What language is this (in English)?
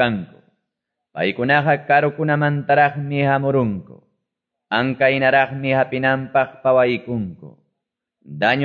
Quechua